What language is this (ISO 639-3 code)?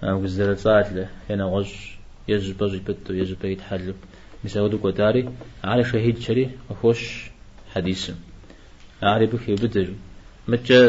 kbd